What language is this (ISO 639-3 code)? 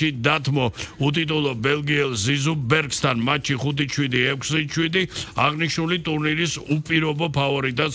kat